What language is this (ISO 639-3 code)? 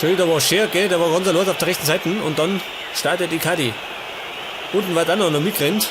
bar